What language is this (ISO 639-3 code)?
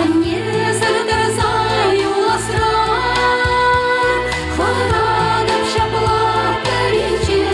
chv